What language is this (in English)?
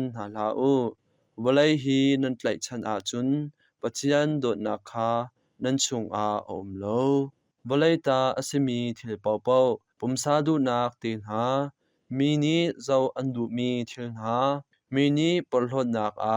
Hakha Chin